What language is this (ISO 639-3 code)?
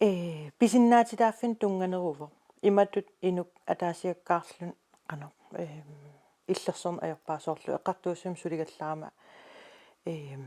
kal